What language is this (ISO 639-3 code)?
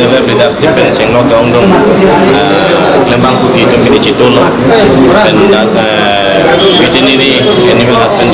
mjw